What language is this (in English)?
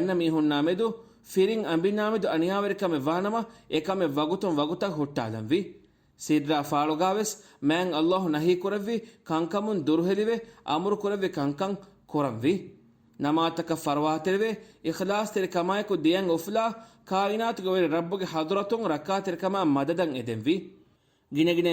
Divehi